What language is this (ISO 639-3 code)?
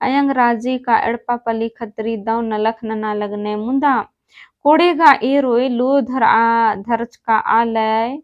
kru